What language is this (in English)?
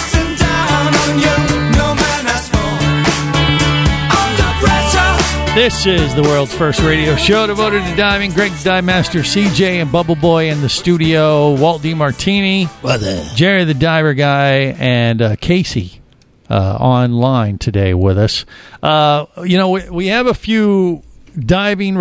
English